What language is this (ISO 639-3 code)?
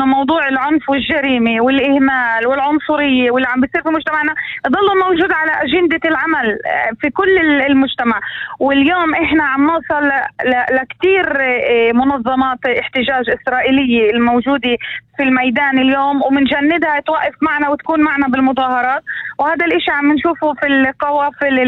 apc